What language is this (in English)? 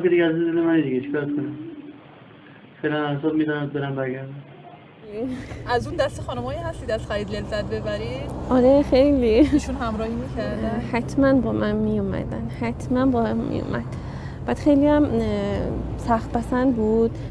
Persian